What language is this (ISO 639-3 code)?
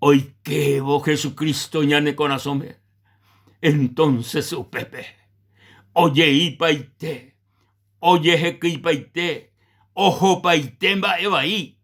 grn